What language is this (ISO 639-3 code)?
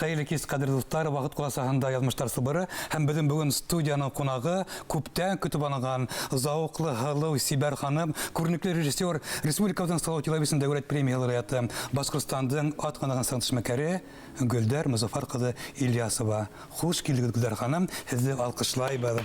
bak